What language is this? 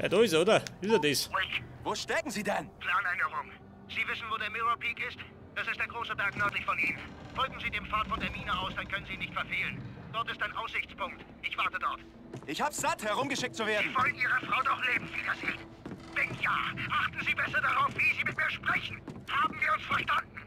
Bavarian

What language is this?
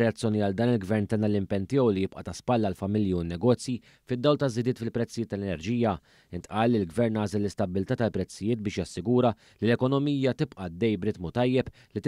Maltese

